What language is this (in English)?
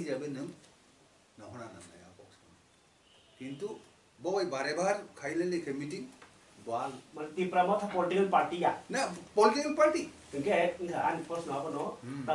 Kok Borok